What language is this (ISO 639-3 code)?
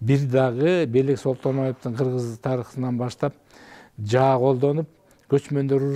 kir